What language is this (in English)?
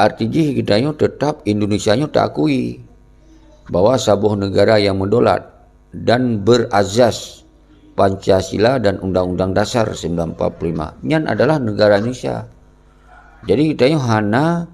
Achinese